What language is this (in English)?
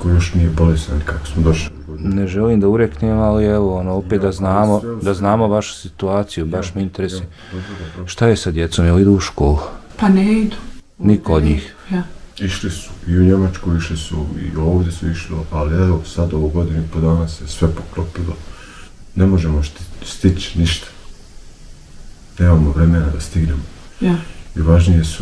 Bosnian